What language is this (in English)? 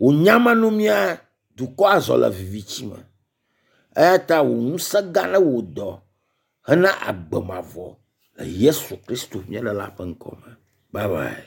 Ewe